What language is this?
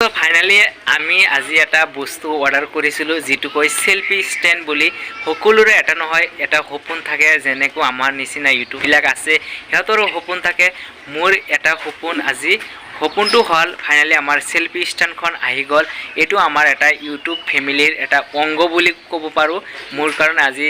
Assamese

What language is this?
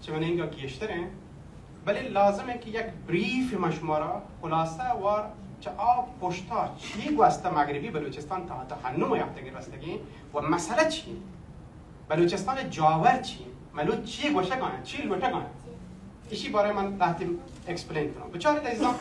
Baluchi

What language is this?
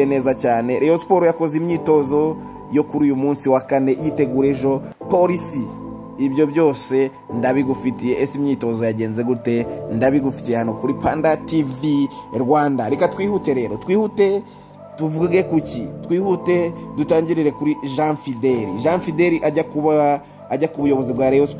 Kinyarwanda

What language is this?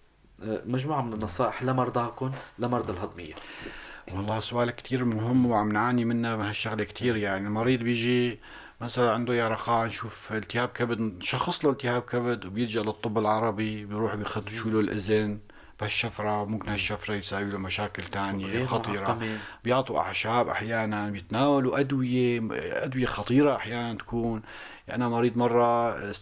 North Levantine Arabic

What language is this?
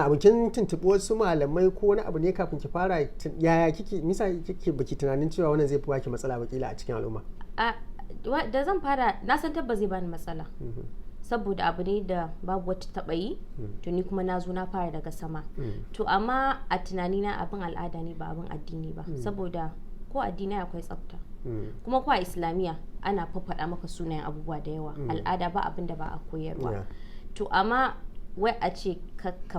Hausa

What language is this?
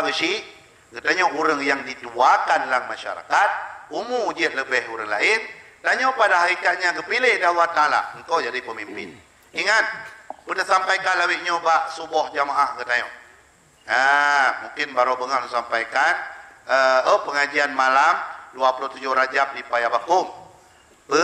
Achinese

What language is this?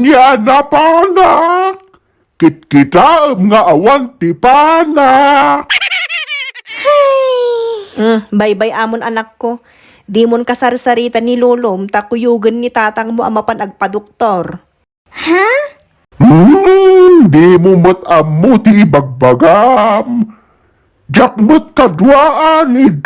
Iloko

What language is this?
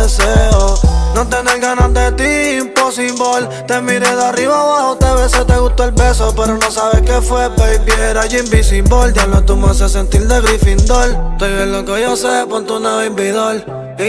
Spanish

